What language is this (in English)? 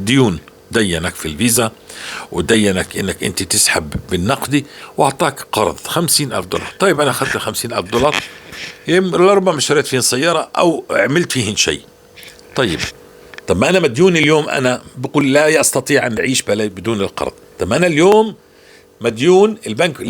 North Levantine Arabic